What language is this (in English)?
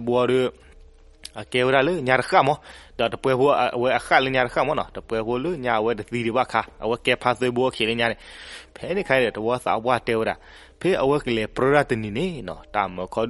S'gaw Karen